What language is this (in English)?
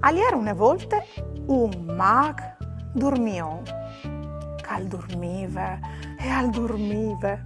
Friulian